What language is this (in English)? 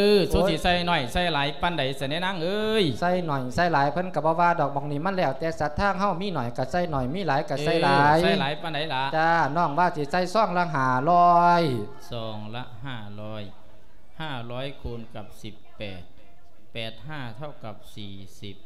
Lao